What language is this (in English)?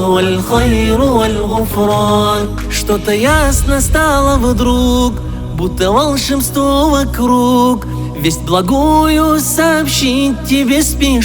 Kumyk